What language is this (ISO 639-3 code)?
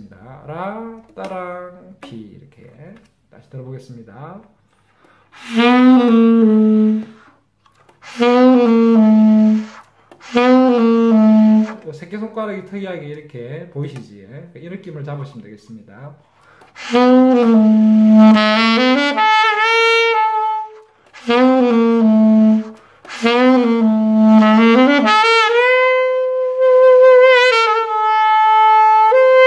kor